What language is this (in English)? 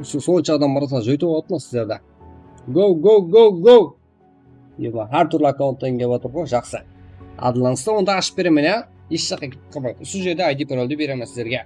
Kara-Kalpak